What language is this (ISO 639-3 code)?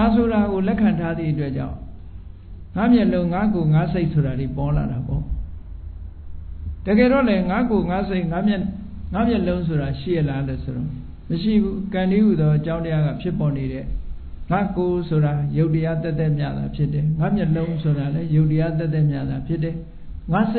mya